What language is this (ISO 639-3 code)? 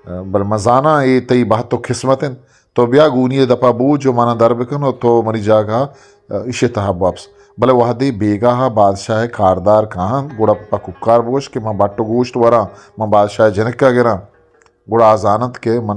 bgp